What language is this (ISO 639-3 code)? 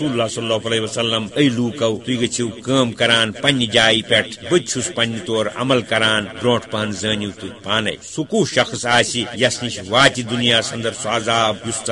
kas